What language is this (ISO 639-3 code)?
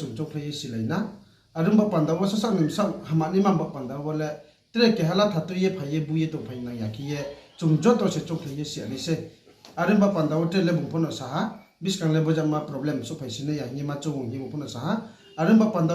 ria